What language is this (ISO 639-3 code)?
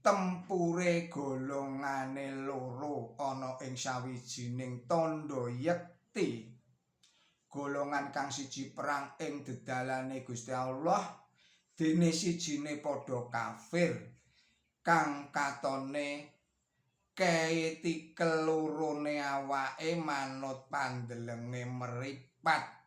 jav